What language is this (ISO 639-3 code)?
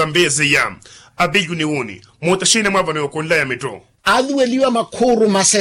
vmw